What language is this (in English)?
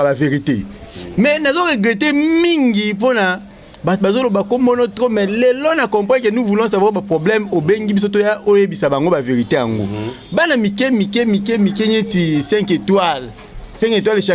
Lingala